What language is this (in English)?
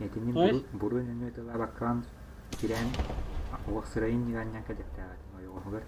Yakut